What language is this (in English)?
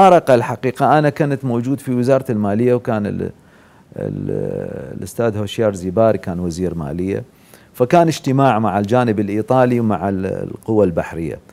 Mesopotamian Arabic